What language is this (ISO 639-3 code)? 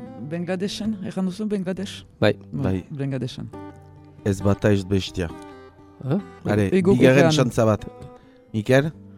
eus